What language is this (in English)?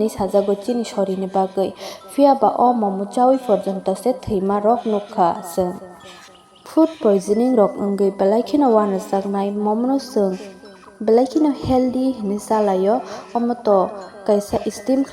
Kok Borok